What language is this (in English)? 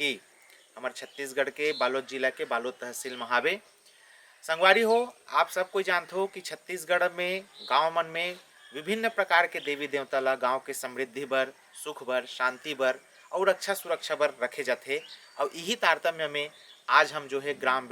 Chhattisgarhi